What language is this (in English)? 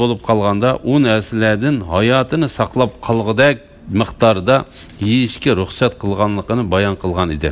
Uyghur